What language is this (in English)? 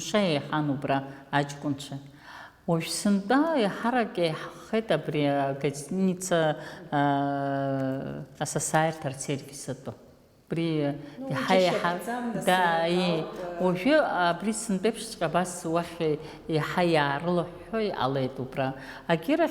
Abkhazian